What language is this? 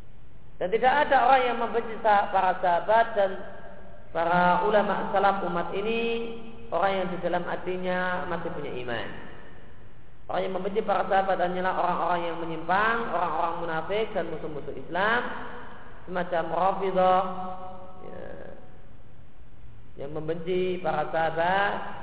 Indonesian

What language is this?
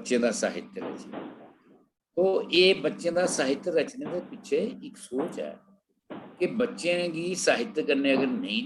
Dogri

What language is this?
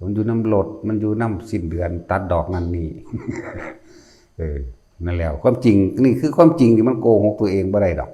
Lao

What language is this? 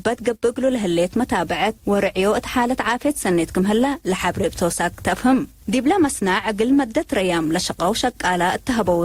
Tigre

